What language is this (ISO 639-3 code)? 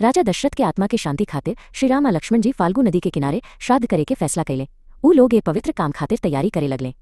bho